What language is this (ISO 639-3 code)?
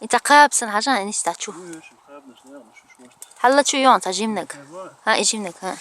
che